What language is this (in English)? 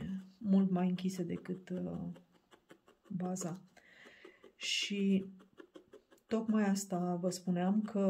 Romanian